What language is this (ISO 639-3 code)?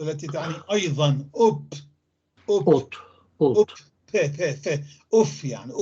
apc